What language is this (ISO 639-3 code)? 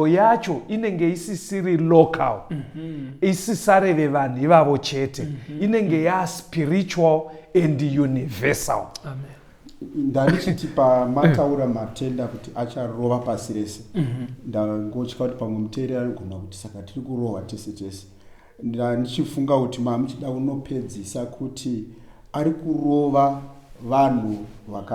sna